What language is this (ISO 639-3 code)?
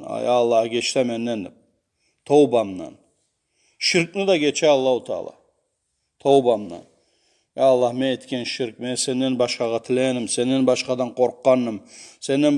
kum